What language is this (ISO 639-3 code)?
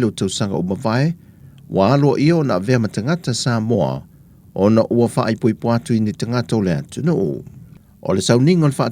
smo